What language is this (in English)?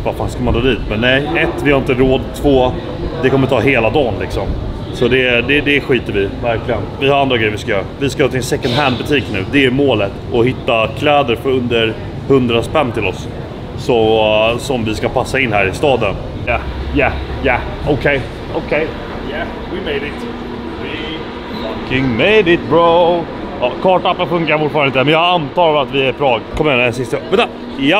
Swedish